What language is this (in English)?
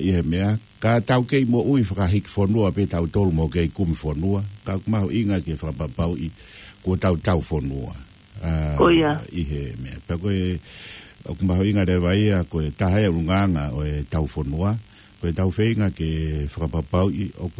Tongan